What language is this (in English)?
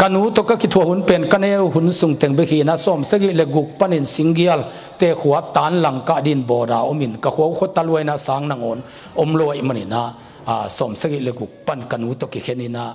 Tedim Chin